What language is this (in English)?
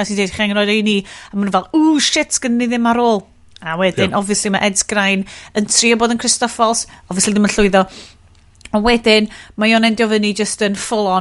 Welsh